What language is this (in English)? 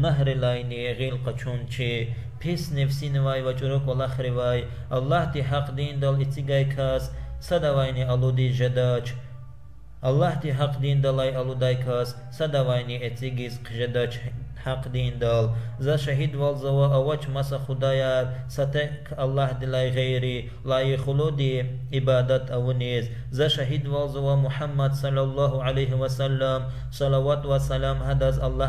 Lezghian